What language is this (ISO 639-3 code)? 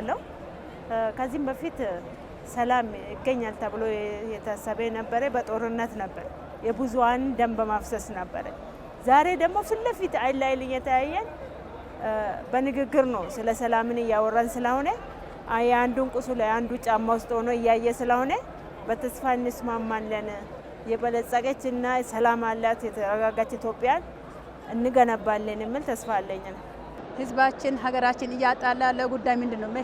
amh